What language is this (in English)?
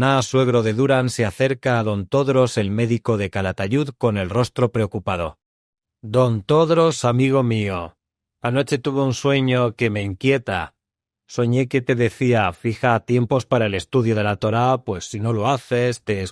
Ladino